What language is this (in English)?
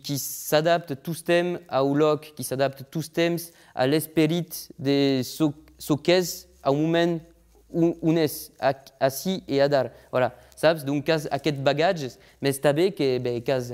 Occitan